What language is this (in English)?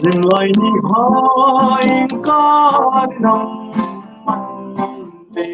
Hmar